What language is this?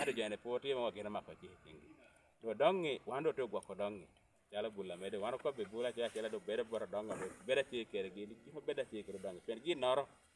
Lango (Uganda)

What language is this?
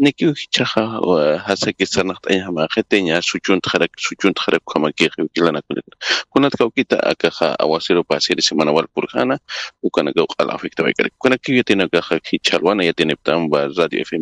Aymara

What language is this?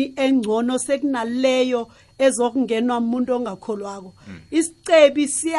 South Ndebele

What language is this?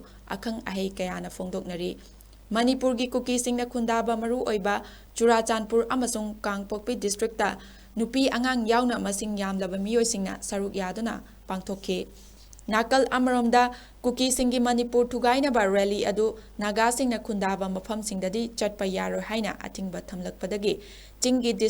Manipuri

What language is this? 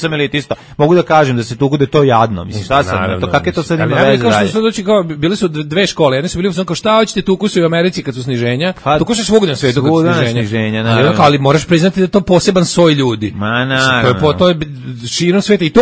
Serbian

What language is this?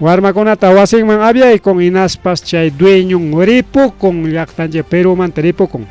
Ayacucho Quechua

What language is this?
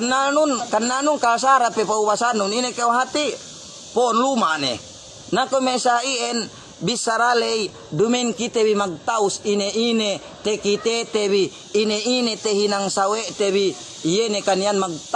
Yakan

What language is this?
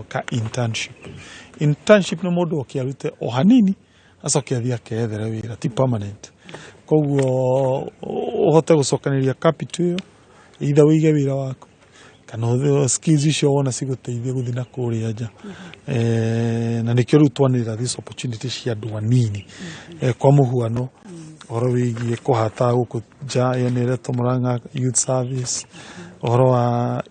Kikuyu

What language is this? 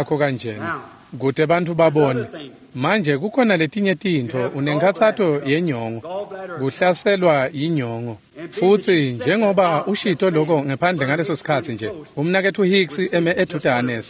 Swati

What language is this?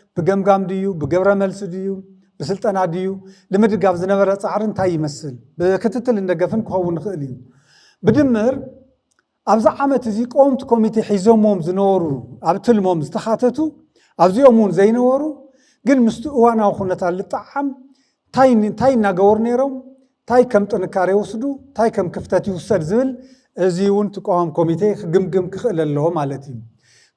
Tigrinya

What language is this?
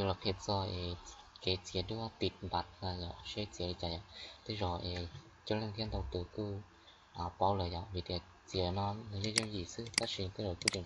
Hmong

